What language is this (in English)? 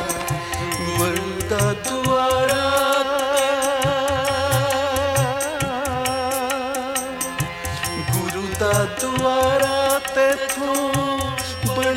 Punjabi